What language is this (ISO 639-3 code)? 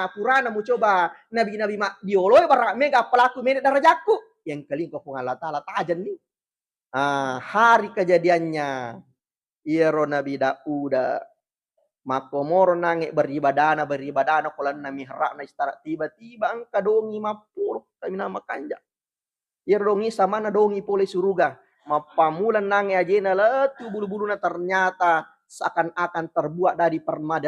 bug